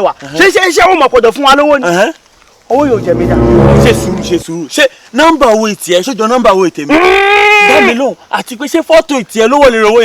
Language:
Yoruba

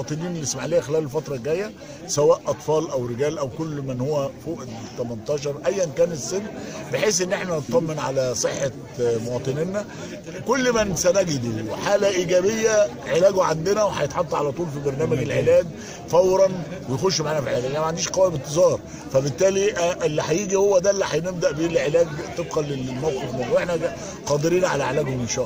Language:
Egyptian Arabic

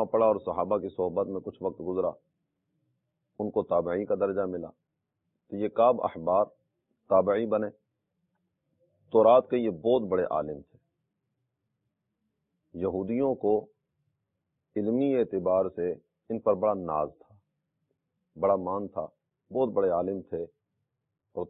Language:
Urdu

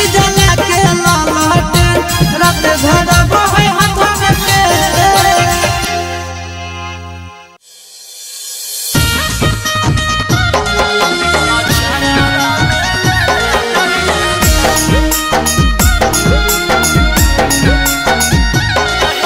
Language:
Bhojpuri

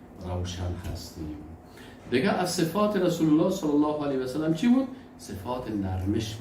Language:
Persian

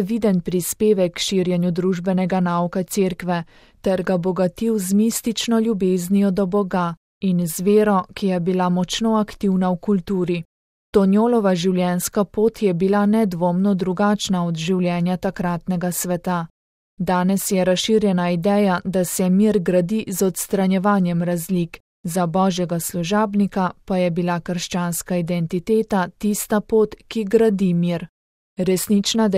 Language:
Slovenian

